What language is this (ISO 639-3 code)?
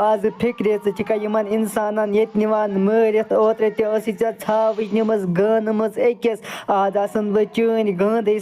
kas